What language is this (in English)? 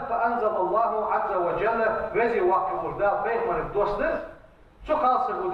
Ingush